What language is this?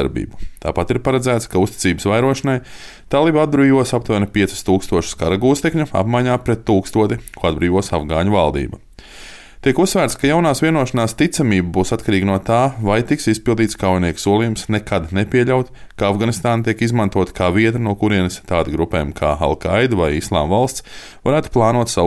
Latvian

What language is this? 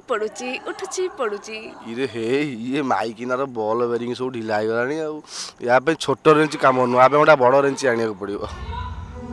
Odia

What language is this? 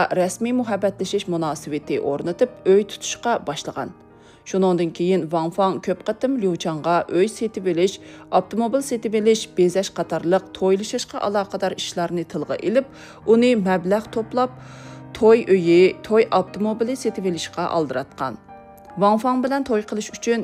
Uyghur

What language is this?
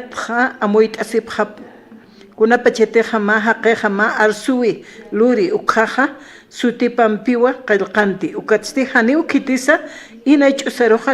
Aymara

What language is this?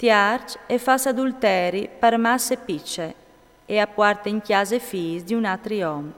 Friulian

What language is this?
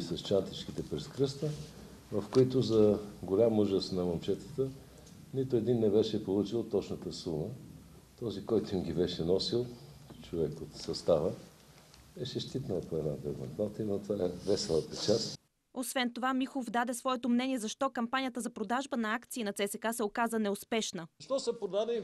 Bulgarian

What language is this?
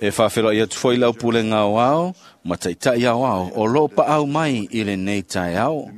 Samoan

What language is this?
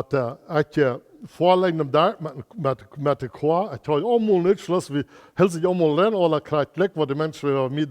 Plautdietsch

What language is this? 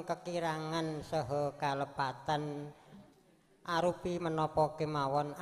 Javanese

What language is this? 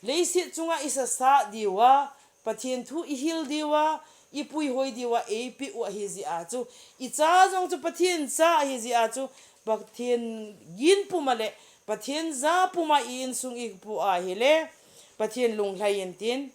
Thado Chin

